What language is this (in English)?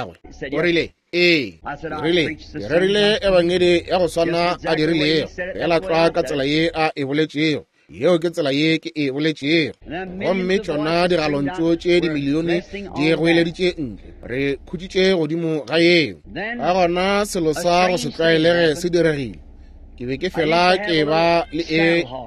Northern Sotho